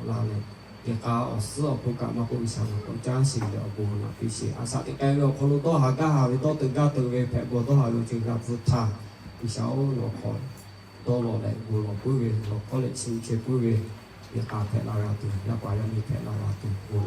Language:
Lahu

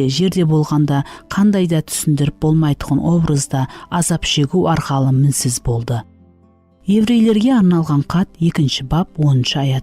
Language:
Kara-Kalpak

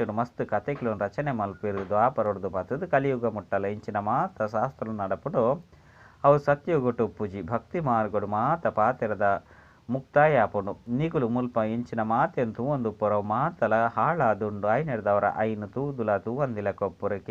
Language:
Tulu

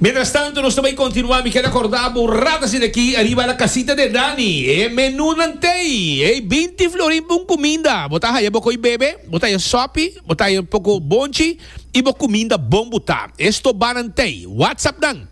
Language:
Papiamento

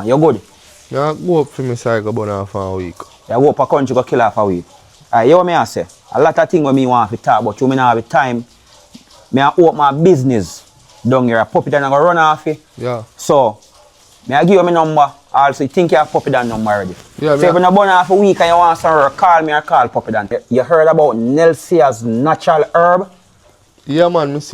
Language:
Jamaican Creole English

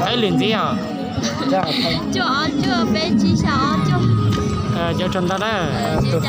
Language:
Hmong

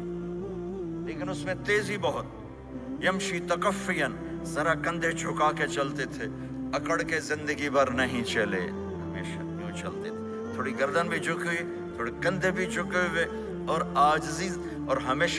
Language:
Urdu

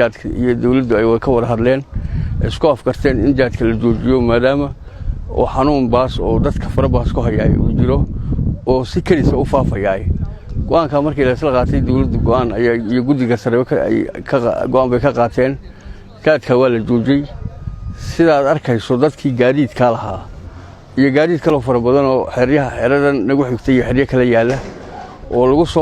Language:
Somali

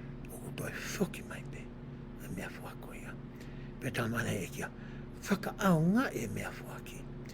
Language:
Tongan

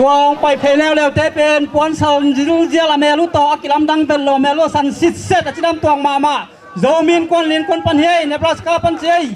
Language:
Tedim Chin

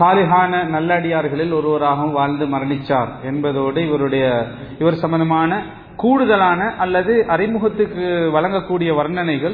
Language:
Tamil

